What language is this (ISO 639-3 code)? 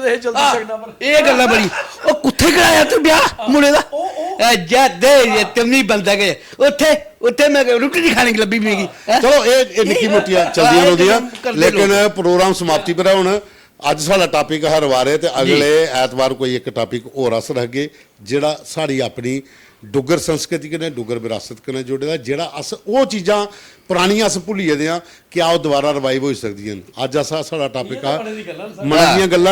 doi